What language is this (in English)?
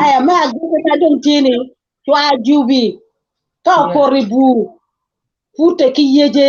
Acoli